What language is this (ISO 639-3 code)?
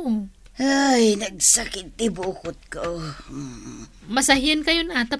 ilo